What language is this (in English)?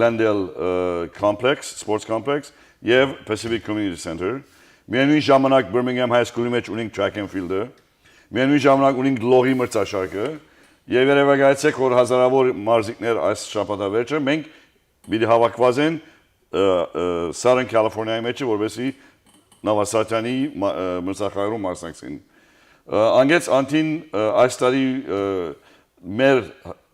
Western Armenian